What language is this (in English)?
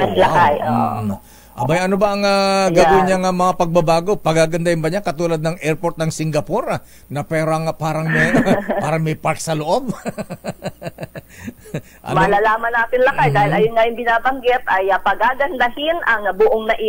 Filipino